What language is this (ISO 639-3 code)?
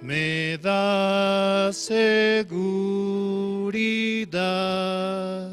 aym